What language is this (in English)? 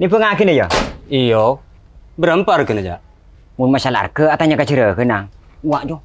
Madurese